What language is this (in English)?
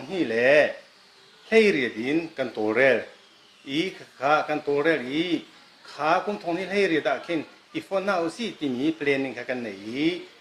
Hakha Chin